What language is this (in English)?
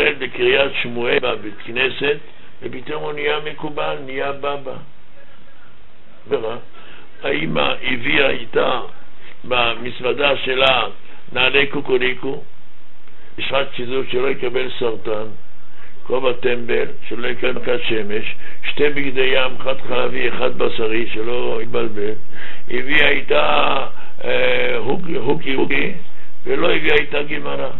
Hebrew